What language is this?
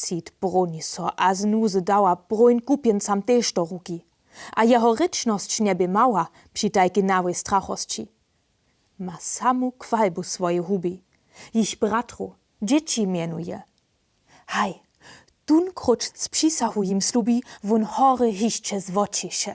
Upper Sorbian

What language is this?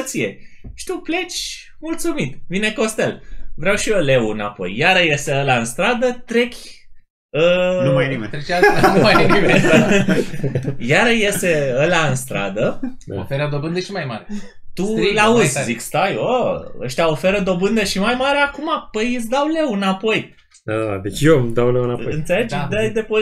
Romanian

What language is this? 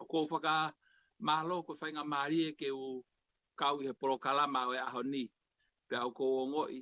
Tongan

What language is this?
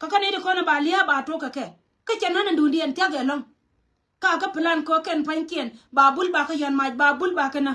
Nuer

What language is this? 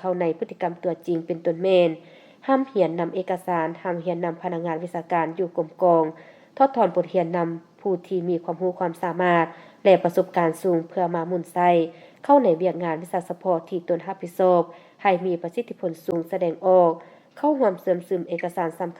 Lao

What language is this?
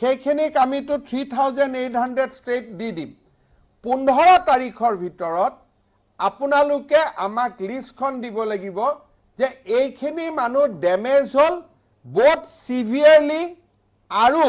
Assamese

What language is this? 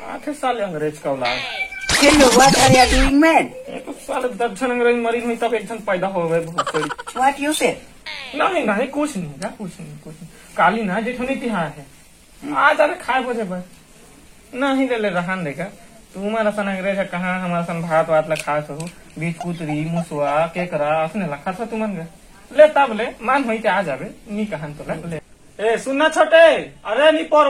Chhattisgarhi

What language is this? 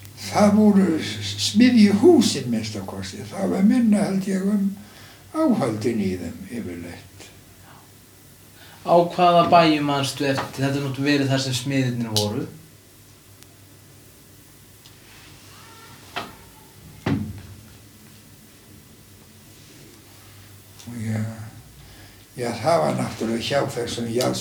Icelandic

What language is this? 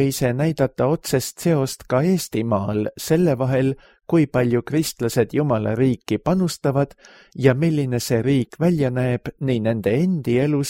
Estonian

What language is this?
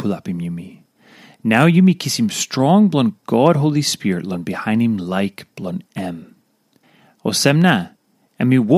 Tok Pisin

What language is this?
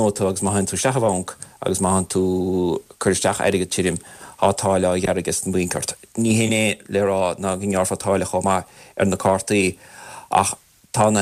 Irish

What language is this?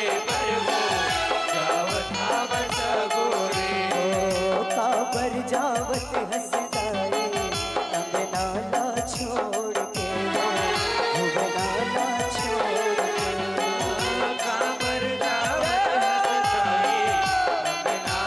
Chhattisgarhi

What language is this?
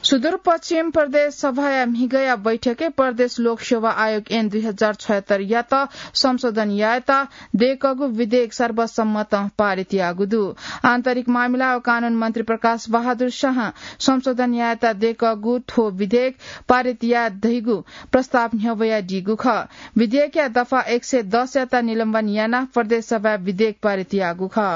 Newari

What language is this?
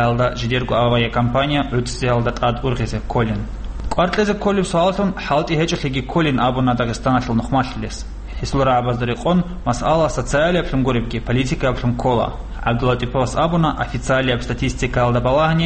Avaric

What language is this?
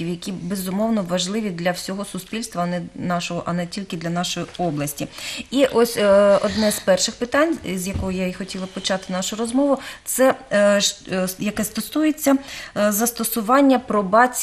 Ukrainian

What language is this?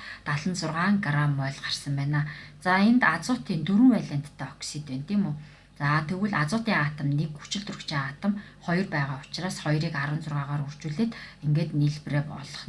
Mongolian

